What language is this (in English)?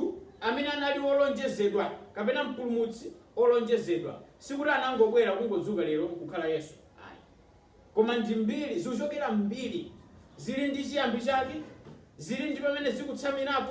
Nyanja